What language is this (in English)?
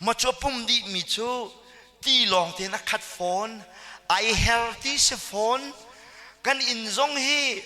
Hakha Chin